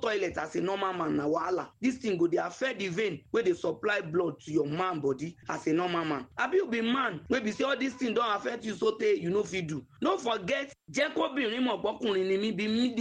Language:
Nigerian Pidgin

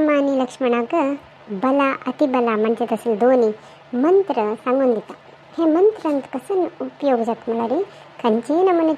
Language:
Konkani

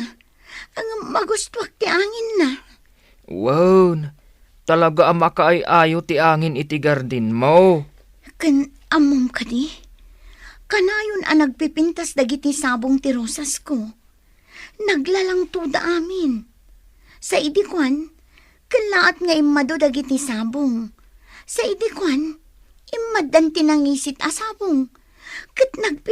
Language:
Iloko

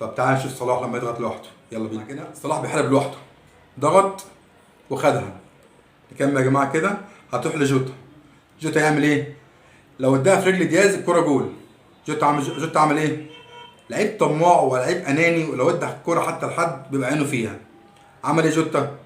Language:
Egyptian Arabic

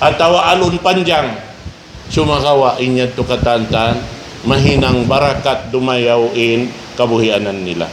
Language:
Tausug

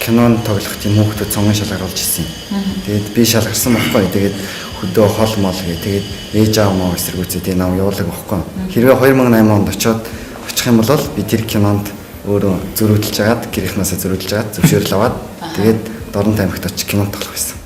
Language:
Mongolian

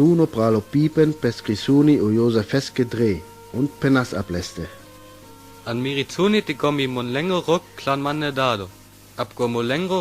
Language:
Sinte Romani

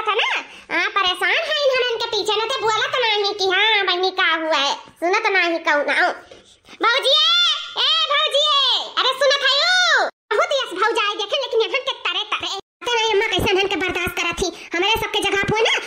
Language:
Awadhi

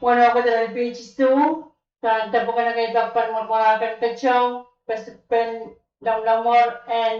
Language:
Pohnpeian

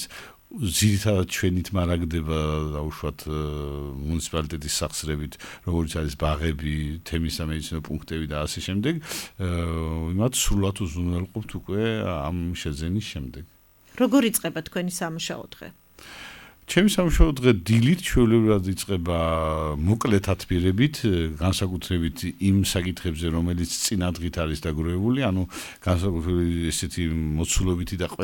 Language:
Georgian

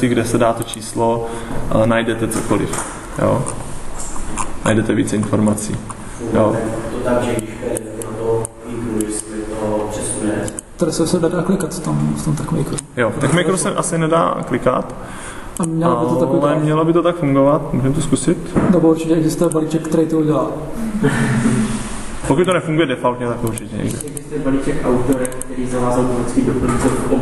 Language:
Czech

